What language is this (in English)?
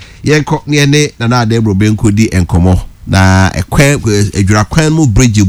Akan